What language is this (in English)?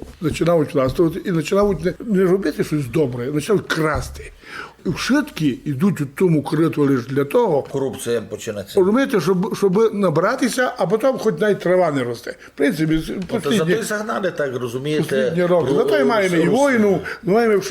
Rusyn